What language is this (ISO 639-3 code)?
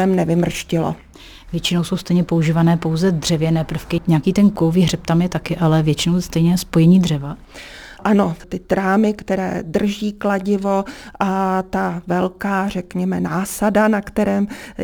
ces